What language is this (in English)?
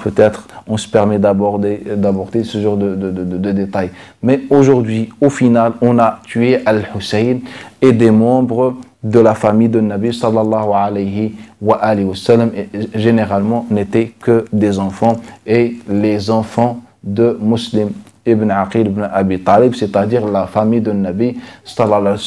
French